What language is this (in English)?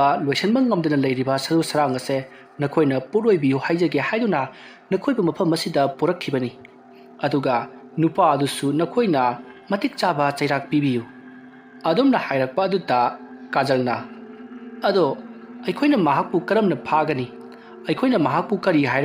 Manipuri